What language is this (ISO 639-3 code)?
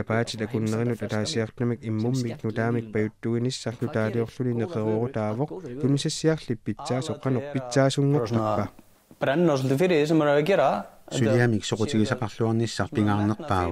kal